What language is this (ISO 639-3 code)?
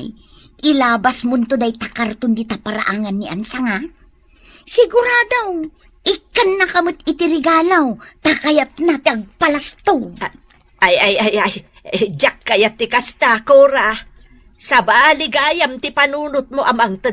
ilo